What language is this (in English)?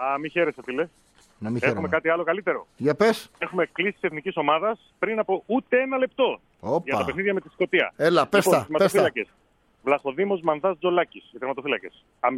Greek